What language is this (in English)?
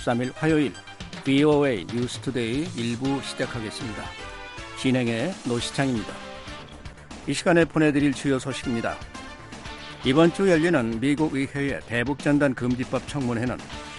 Korean